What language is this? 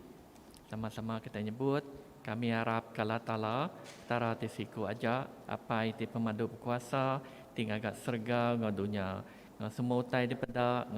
Iban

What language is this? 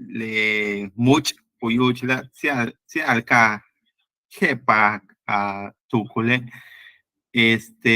Yucateco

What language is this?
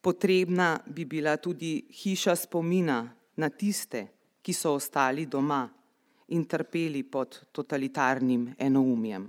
Slovenian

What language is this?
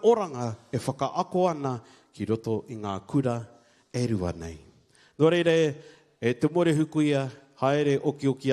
Māori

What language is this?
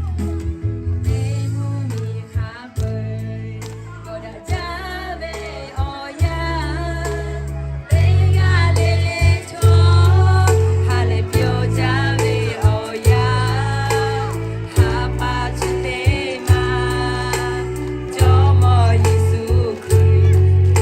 Lahu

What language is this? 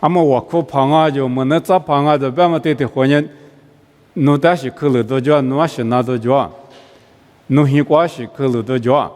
Lisu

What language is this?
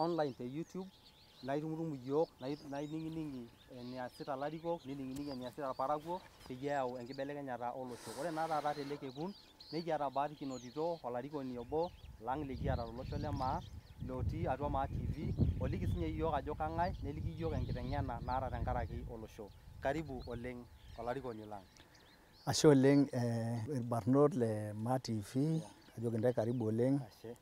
Masai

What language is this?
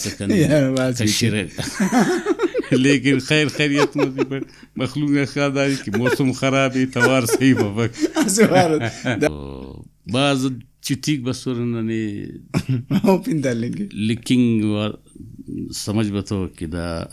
Brahui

